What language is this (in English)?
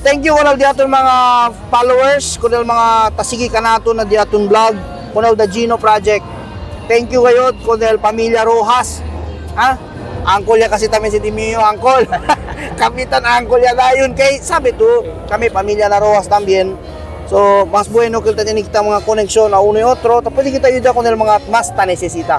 Chavacano